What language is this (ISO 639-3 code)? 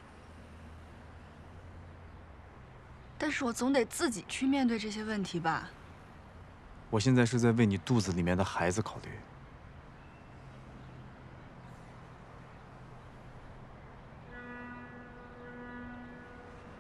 zho